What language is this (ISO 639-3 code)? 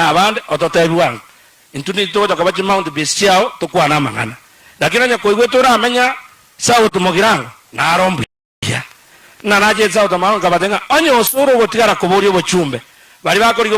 guz